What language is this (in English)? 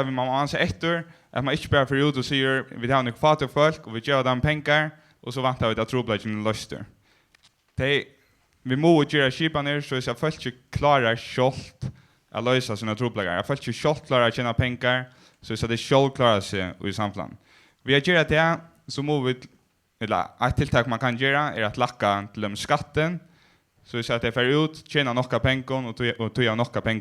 Faroese